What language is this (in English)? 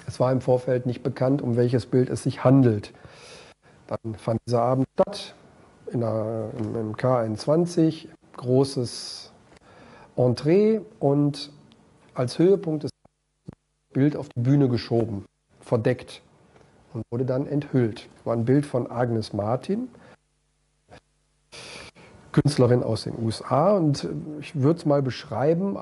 German